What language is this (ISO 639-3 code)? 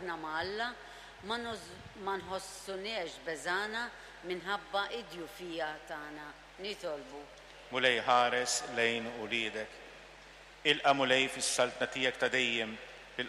mlt